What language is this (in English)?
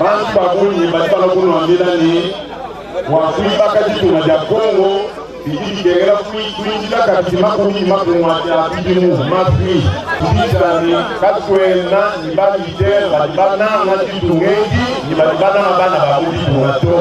Luba-Lulua